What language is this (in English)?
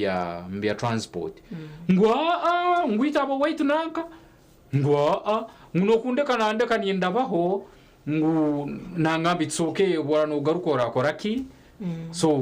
Nyankole